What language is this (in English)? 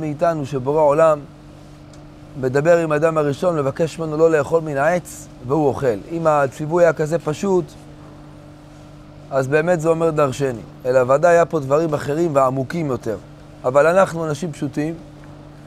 Hebrew